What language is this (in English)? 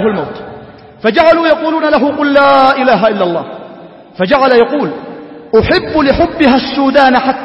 Arabic